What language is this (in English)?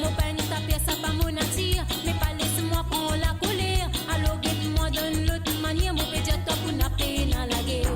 Morisyen